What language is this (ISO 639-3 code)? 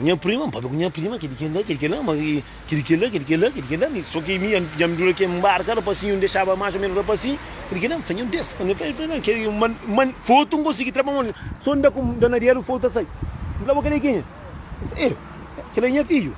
kea